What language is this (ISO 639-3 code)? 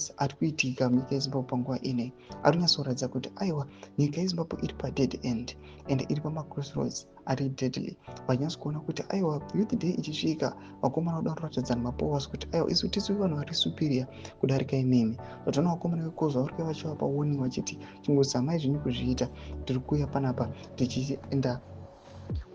sna